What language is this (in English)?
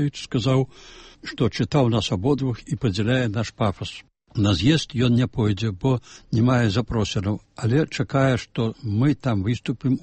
Belarusian